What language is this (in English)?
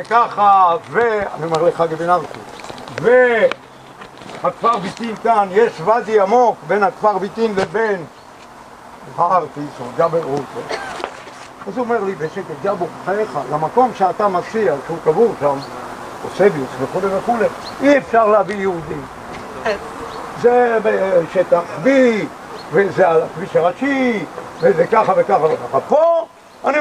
Hebrew